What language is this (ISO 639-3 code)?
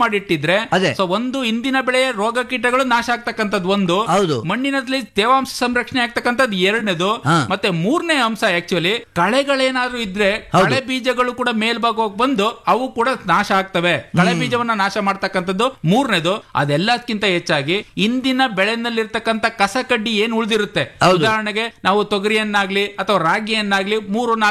kan